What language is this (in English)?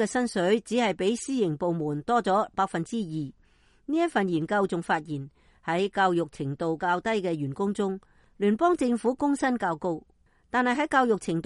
Cantonese